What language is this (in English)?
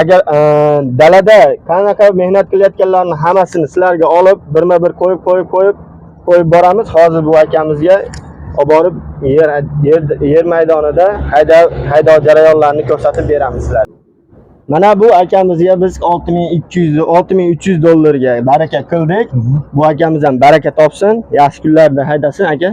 Uzbek